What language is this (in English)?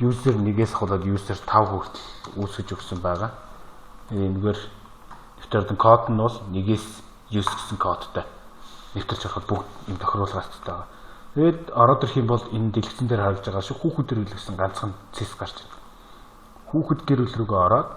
Mongolian